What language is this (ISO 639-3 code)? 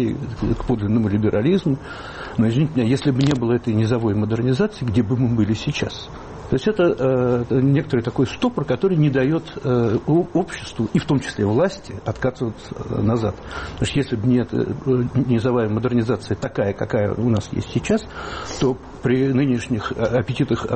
rus